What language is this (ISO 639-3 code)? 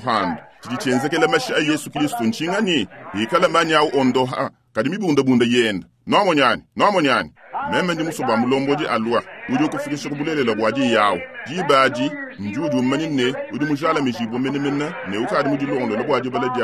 lua